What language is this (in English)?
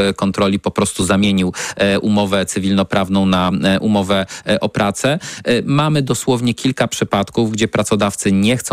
Polish